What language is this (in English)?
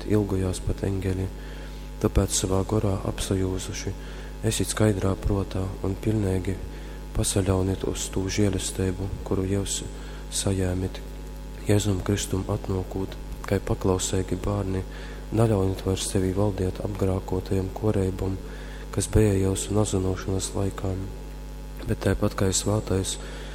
Latgalian